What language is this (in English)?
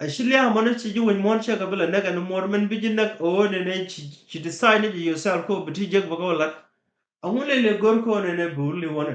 Nuer